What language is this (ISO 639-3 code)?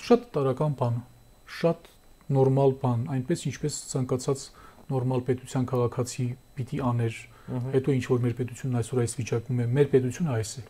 hye